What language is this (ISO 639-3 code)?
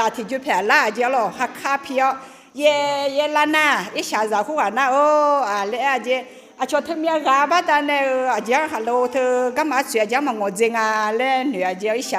ahk